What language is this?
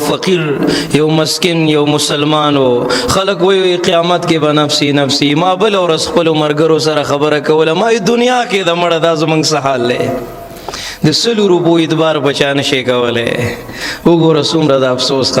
Pashto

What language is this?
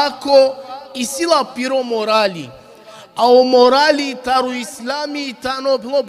Balkan Romani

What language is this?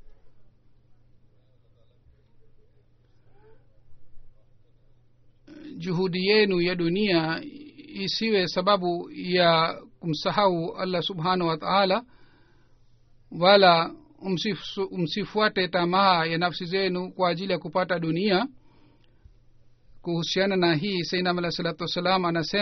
Swahili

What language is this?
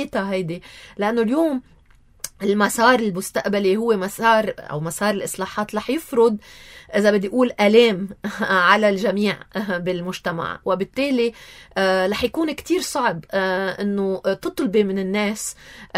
North Levantine Arabic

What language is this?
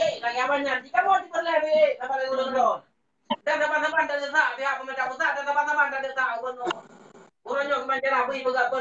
Achinese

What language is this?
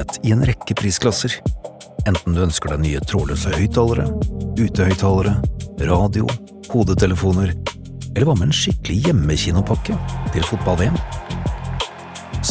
Norwegian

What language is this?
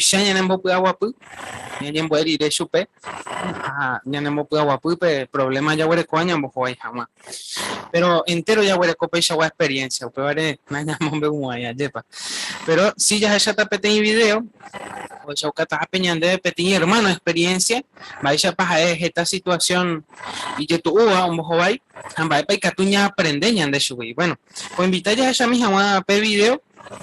Guarani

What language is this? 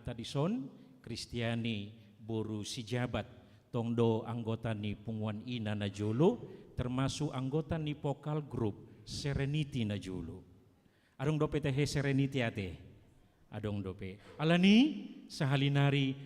Batak Toba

